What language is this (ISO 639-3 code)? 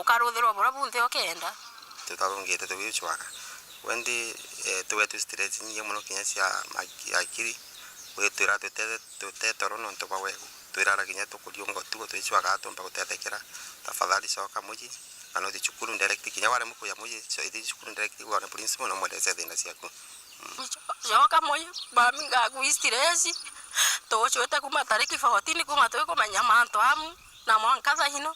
mer